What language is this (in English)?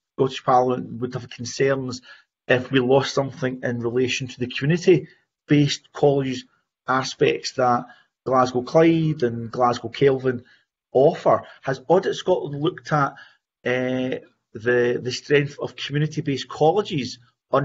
English